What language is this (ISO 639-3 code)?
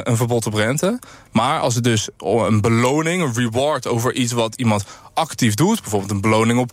nld